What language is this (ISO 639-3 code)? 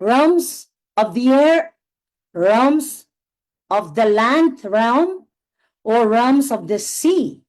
pon